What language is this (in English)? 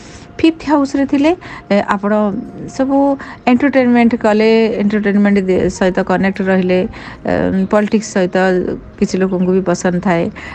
Odia